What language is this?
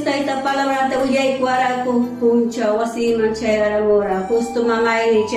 Ayacucho Quechua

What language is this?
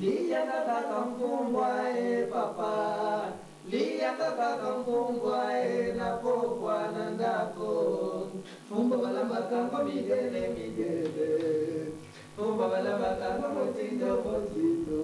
Lingala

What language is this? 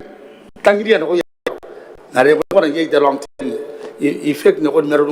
Gilbertese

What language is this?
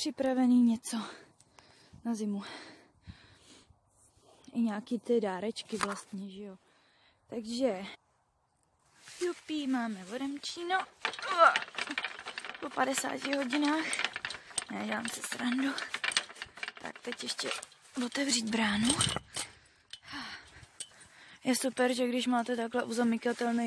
Czech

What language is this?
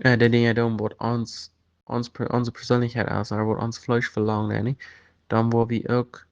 Plautdietsch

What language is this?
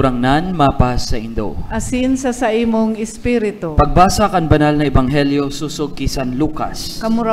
Bikol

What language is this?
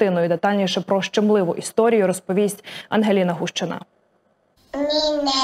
Ukrainian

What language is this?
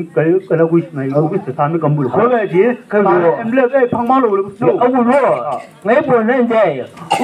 Chang Naga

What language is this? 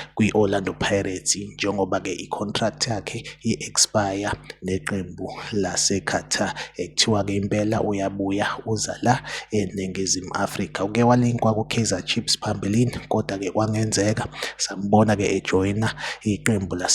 Zulu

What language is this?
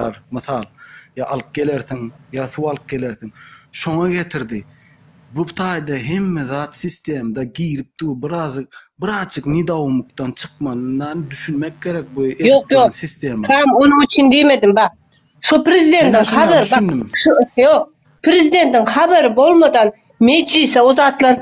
Turkmen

